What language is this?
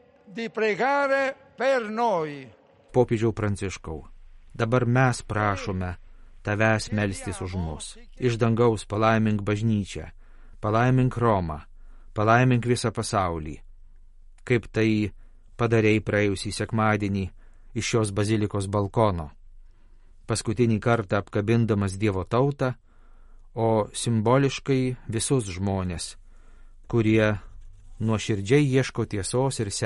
Lithuanian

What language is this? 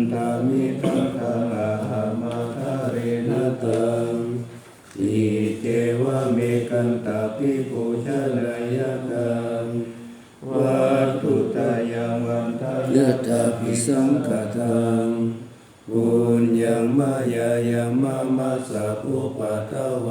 Pali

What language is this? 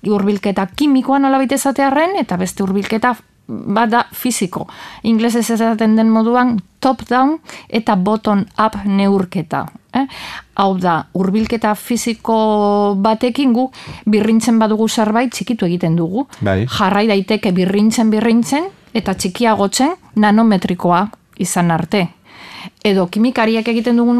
Basque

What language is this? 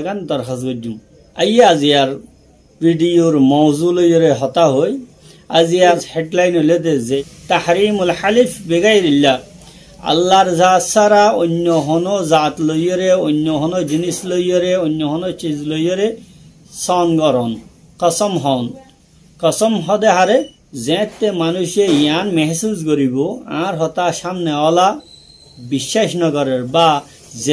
Rohingya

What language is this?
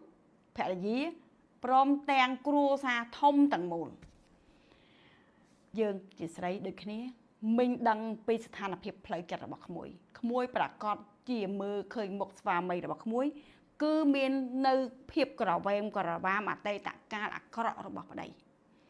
Khmer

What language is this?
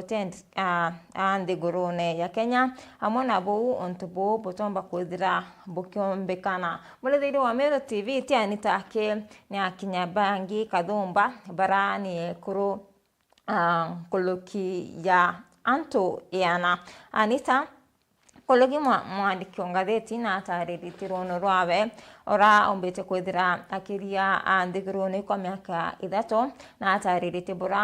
Meru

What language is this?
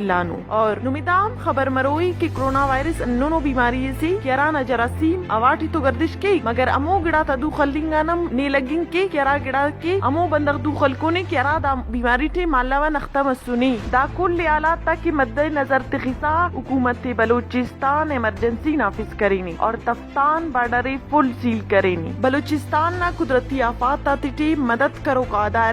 Brahui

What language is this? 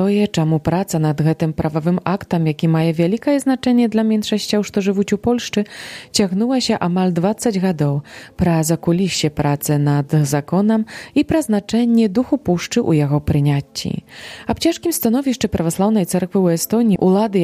Belarusian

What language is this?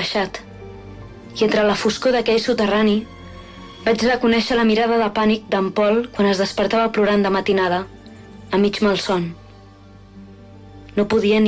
Catalan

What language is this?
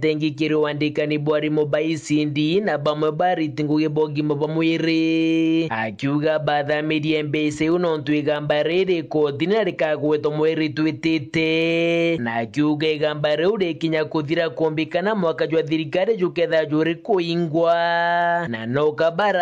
Meru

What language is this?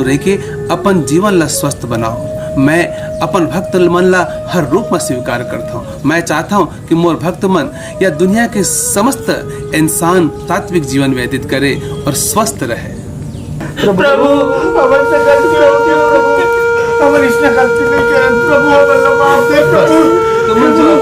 Chhattisgarhi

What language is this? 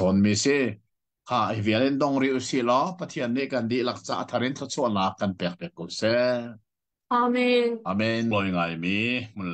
Hakha Chin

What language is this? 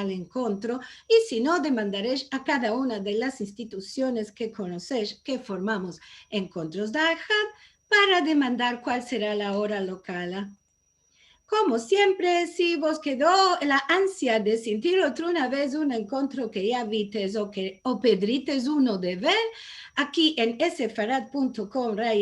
Ladino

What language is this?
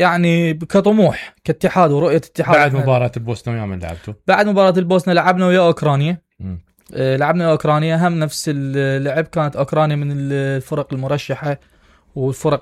Mesopotamian Arabic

